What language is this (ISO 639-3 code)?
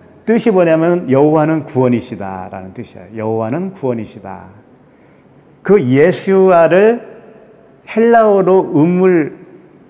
kor